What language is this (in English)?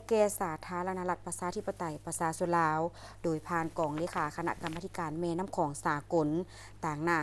Lao